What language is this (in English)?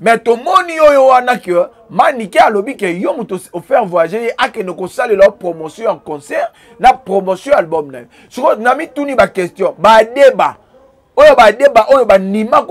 Lingala